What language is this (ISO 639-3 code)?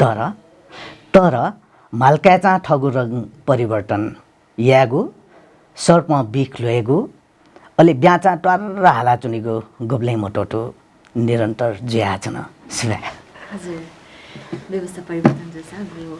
new